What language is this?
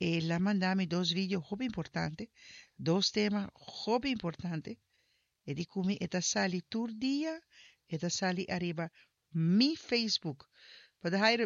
Papiamento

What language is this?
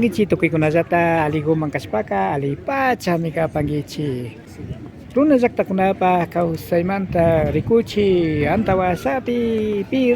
Imbabura Highland Quichua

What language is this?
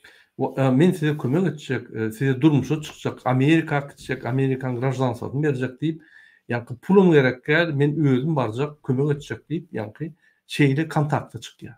Turkmen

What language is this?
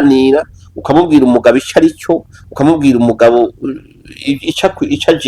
Rundi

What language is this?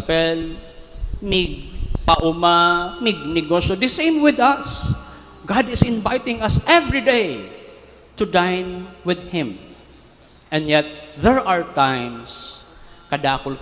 Bikol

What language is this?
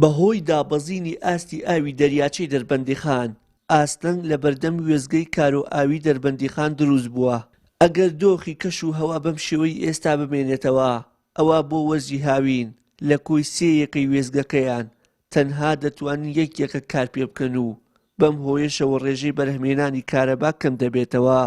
Central Kurdish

